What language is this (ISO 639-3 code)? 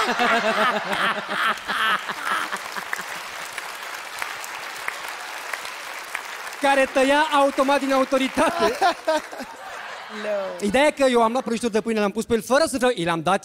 ron